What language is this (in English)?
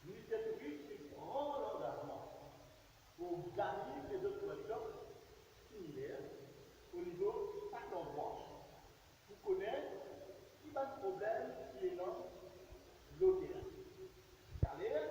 Morisyen